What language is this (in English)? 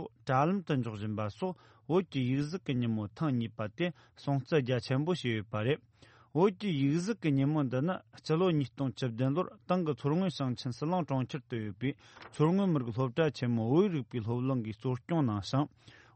Tibetan